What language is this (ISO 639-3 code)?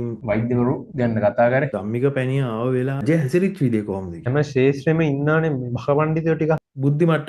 sin